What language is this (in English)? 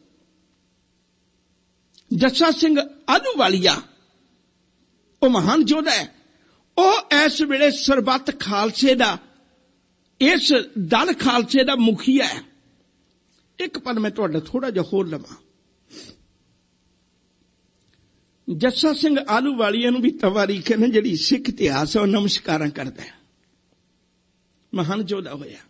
Punjabi